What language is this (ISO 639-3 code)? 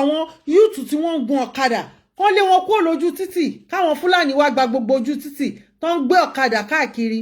yor